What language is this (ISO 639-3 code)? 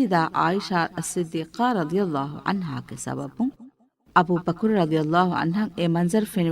div